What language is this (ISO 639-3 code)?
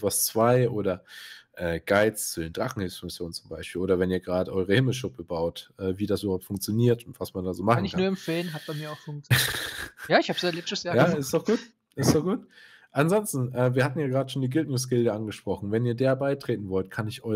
deu